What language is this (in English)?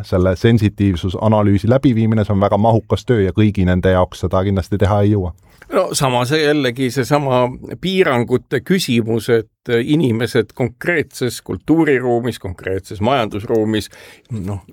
Estonian